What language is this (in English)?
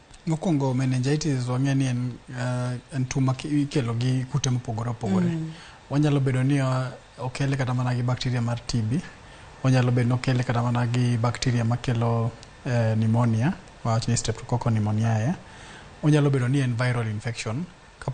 Luo (Kenya and Tanzania)